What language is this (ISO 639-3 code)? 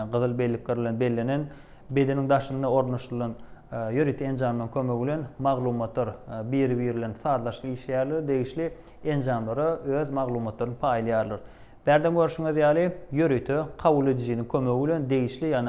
tuk